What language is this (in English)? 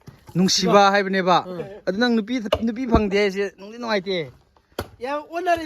Manipuri